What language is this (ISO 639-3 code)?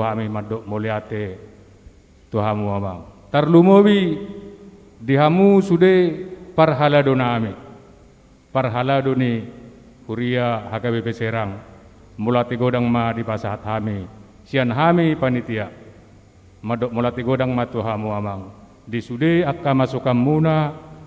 bbc